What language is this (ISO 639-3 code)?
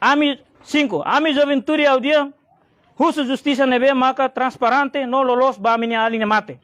tet